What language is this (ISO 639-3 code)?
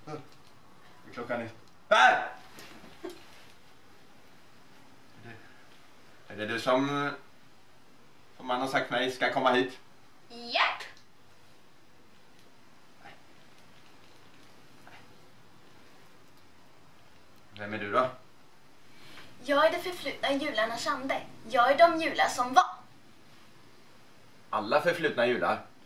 swe